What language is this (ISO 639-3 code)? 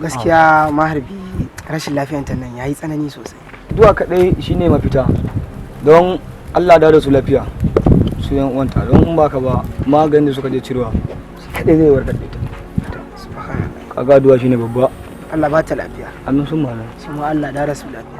hau